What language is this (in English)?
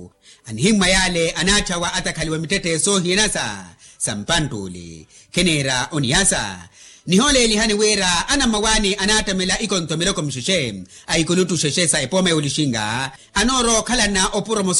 Makhuwa